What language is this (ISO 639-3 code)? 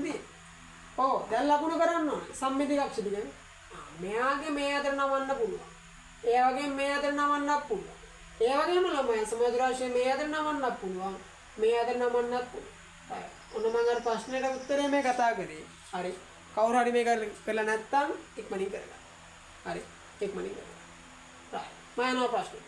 sin